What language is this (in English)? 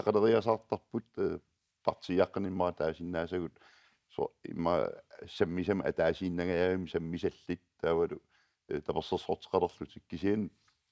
Kalaallisut